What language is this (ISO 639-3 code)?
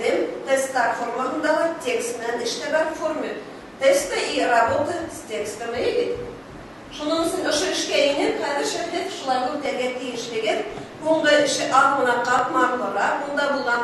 bak